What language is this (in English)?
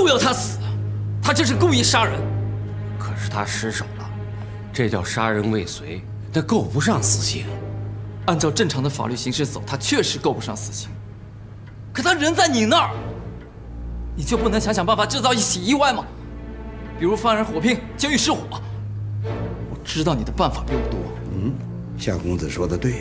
Chinese